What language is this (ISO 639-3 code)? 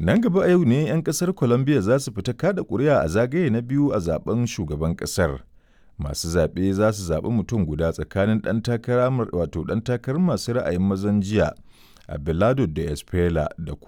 hau